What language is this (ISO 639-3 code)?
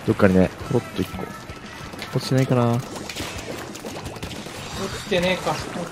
jpn